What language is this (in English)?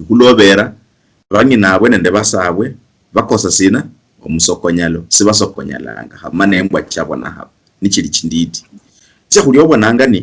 Luyia